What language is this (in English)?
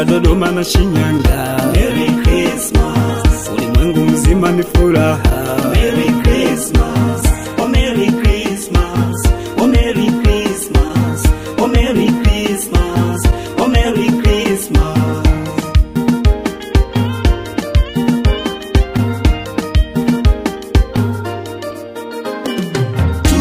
Swahili